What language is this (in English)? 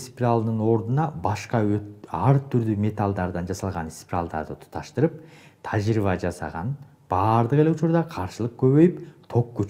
Kyrgyz